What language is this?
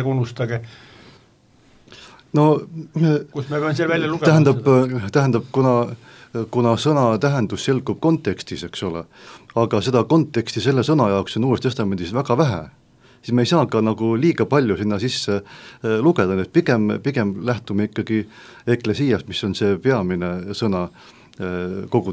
Estonian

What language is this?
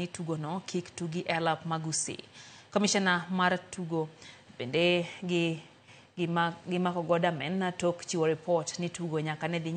Luo (Kenya and Tanzania)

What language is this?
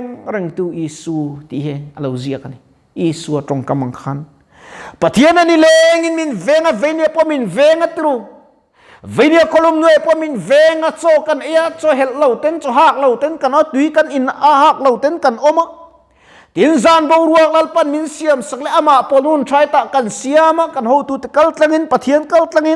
Mizo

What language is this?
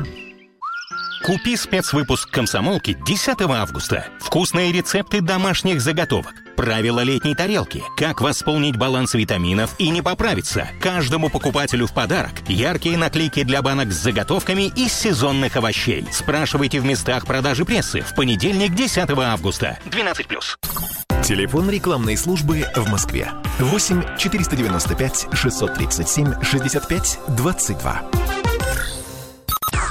Russian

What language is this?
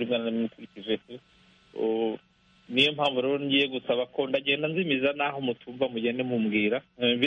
Kinyarwanda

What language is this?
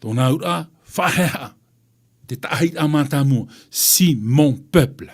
Tahitian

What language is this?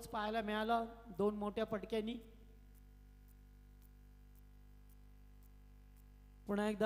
Marathi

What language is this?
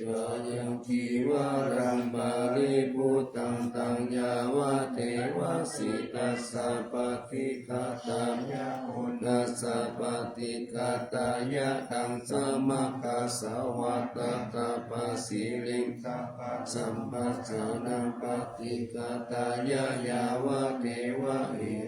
Pali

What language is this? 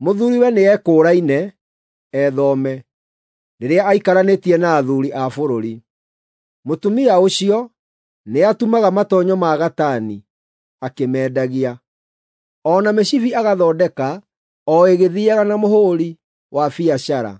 Kikuyu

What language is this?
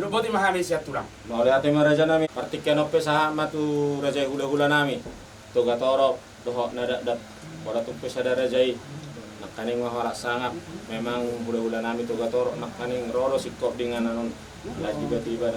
Batak Toba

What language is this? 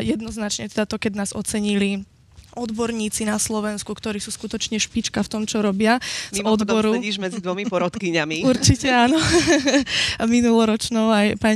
Slovak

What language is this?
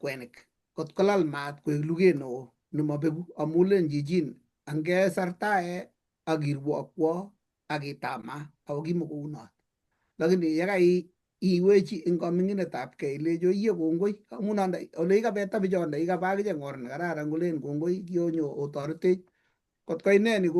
Kalenjin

